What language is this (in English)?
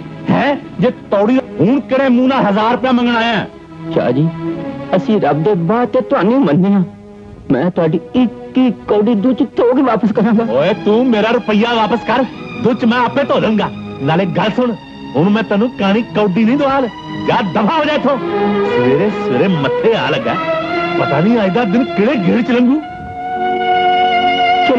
Punjabi